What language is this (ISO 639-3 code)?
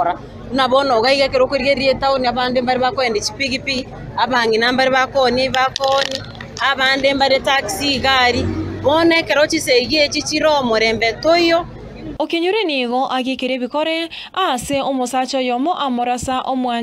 guz